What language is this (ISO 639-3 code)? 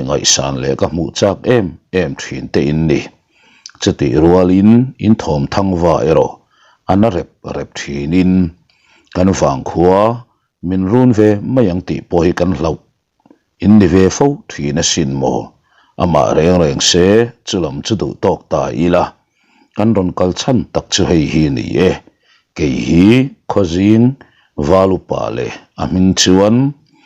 lus